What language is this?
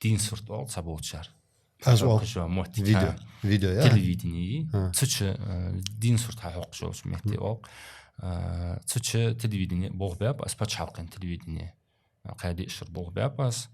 Ingush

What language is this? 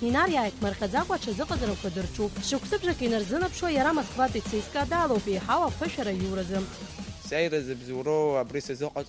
Abkhazian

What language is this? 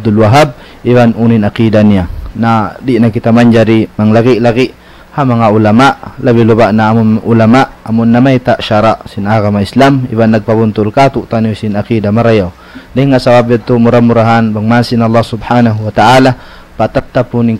Tausug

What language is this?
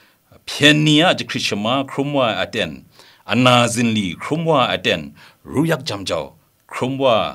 Kachin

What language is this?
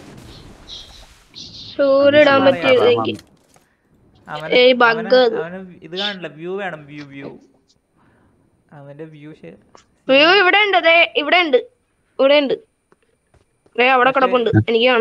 Malayalam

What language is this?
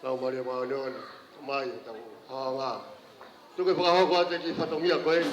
Tongan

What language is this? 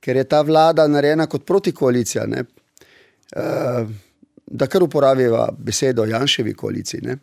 Slovenian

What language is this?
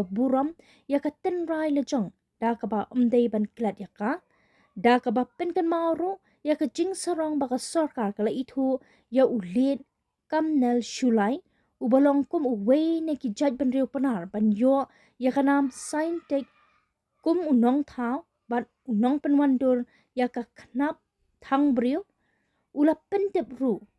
Khasi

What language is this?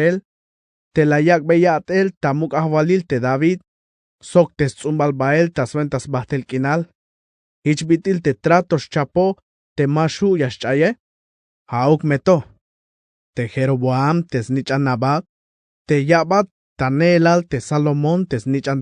Tzeltal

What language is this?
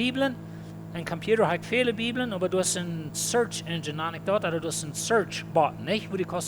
Plautdietsch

